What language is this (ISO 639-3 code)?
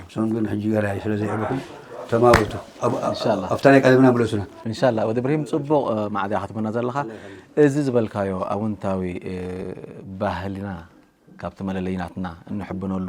tir